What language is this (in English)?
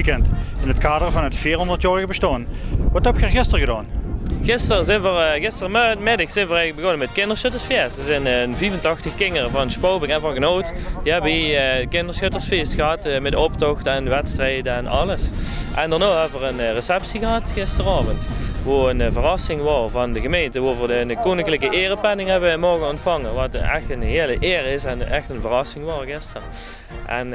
Limburgish